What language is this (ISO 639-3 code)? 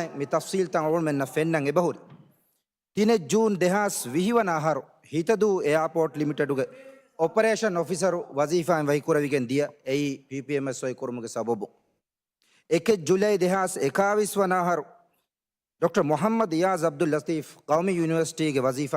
div